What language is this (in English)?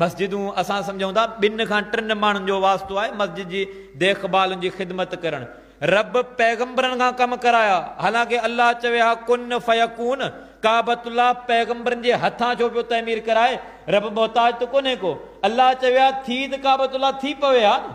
Sindhi